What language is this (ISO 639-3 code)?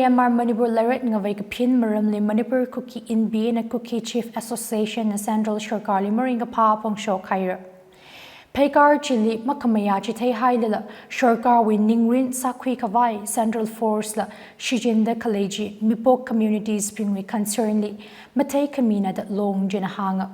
nmf